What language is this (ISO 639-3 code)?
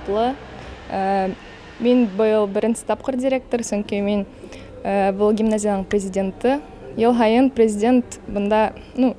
bak